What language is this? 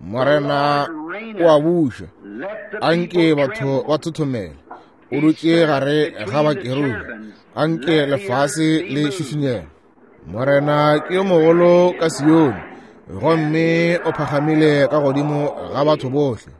Northern Sotho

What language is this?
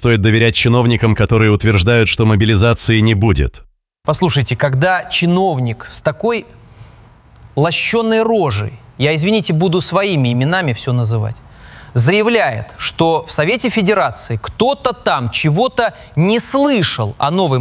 Russian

